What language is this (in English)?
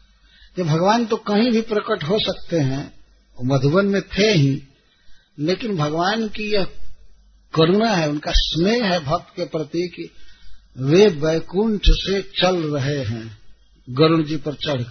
Hindi